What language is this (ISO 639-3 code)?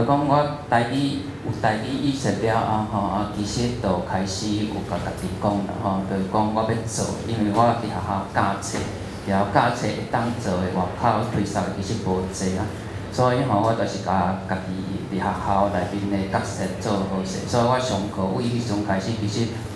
nan